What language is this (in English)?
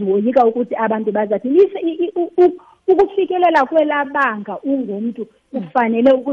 Xhosa